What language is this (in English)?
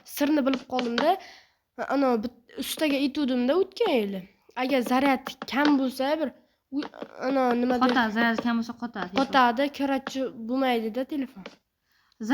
Uzbek